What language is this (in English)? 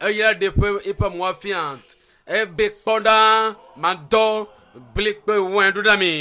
Ewe